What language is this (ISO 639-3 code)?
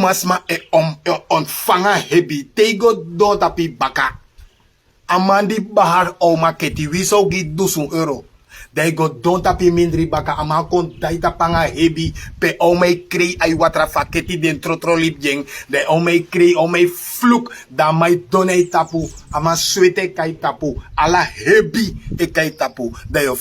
srn